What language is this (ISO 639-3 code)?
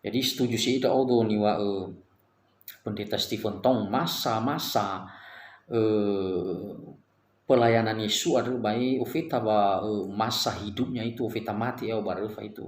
nia